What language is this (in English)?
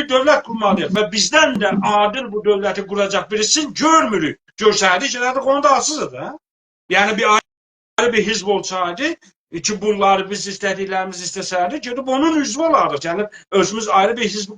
South Azerbaijani